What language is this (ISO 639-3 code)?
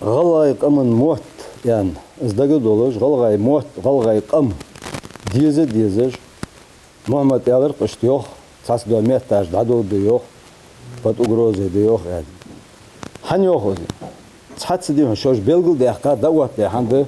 inh